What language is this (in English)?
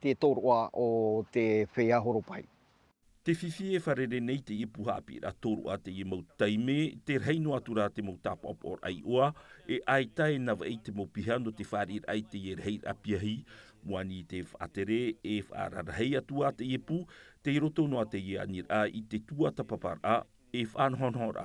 Tahitian